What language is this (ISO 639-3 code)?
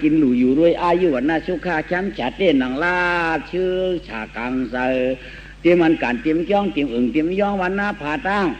shn